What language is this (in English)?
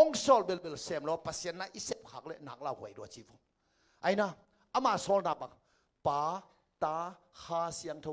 Tedim Chin